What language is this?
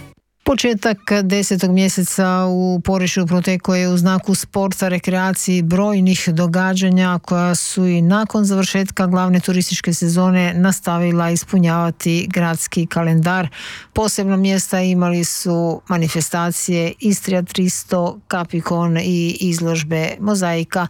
Croatian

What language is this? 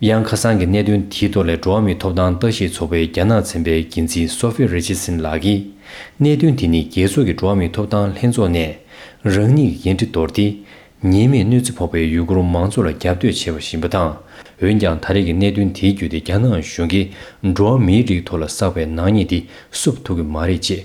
Tibetan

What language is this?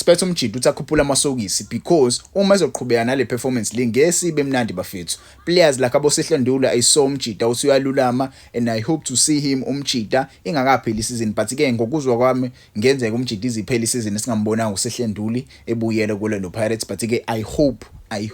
Zulu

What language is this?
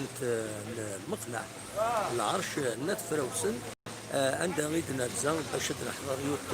Kabyle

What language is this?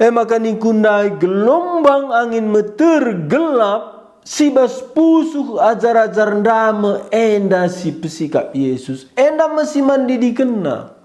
Batak Karo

